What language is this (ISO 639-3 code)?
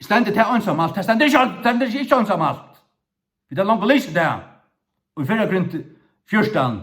fao